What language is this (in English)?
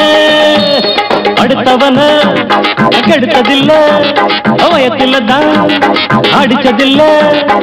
Tamil